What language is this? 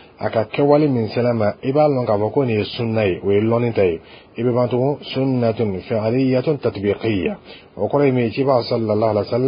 Dyula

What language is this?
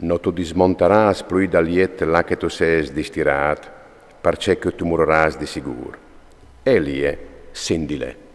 Friulian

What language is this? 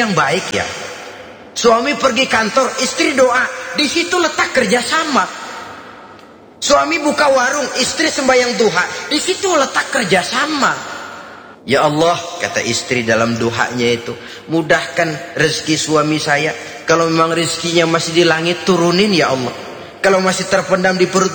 Indonesian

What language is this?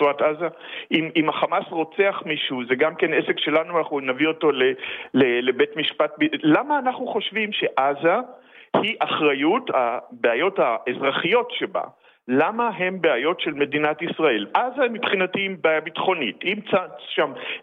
Hebrew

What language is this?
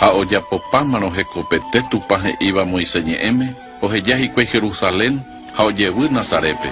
Guarani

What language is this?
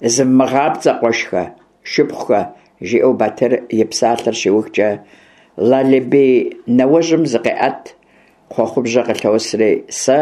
Kabardian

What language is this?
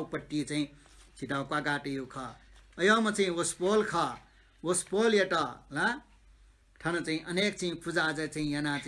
Newari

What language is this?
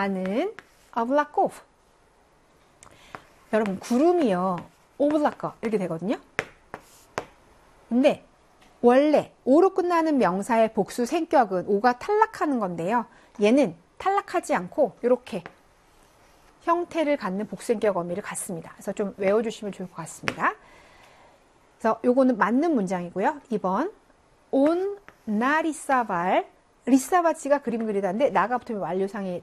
Korean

